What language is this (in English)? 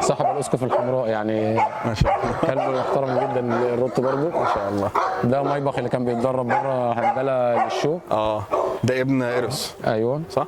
Egyptian Arabic